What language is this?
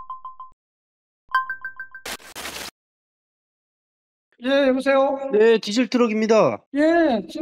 Korean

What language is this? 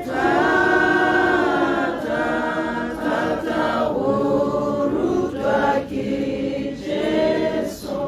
Tswana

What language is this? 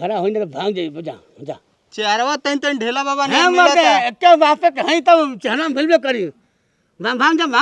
Bhojpuri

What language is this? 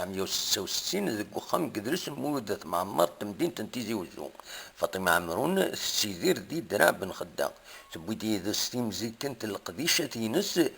Kabyle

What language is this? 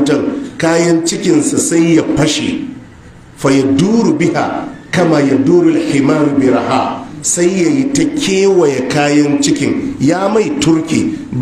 Hausa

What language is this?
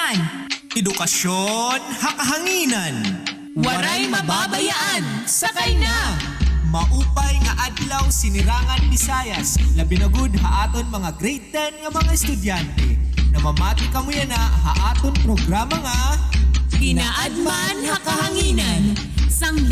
Waray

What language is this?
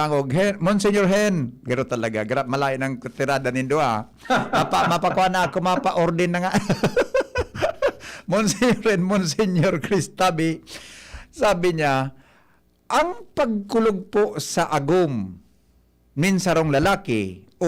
Bikol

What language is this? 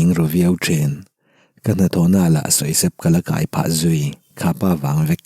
Mizo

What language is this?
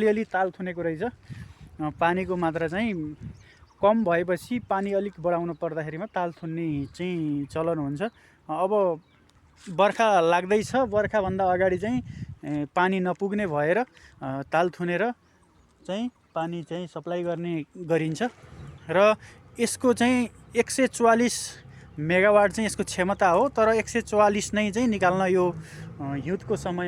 Nepali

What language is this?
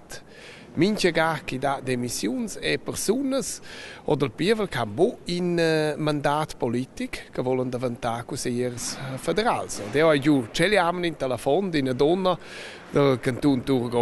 Romansh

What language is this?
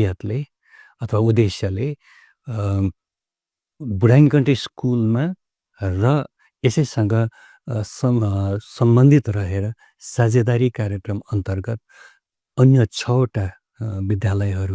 Nepali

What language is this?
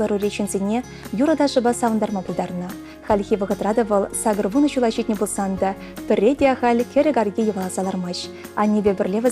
Chuvash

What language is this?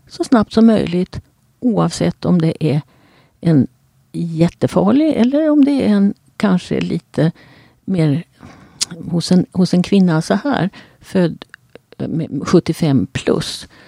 Swedish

